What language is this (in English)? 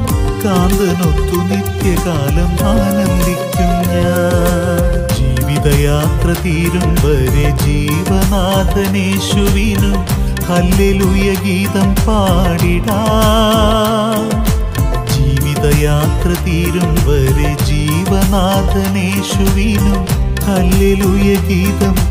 Malayalam